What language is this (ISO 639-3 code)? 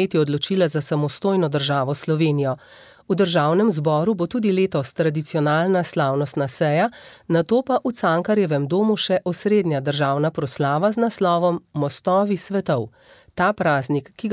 slv